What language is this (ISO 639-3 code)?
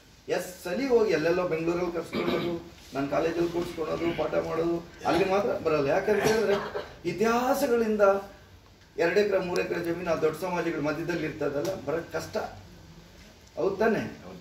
kan